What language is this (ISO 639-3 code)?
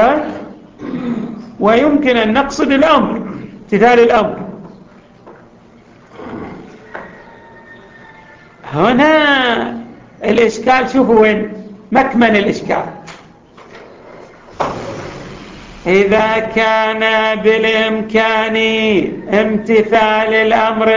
ara